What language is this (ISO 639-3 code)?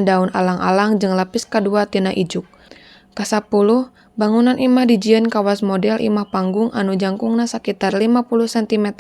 sun